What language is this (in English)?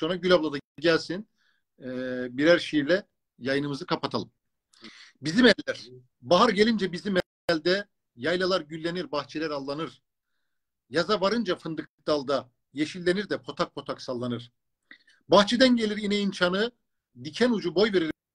Turkish